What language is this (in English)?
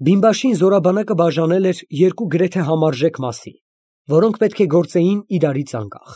Armenian